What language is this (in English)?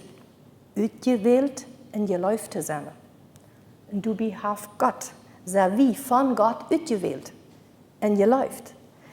Plautdietsch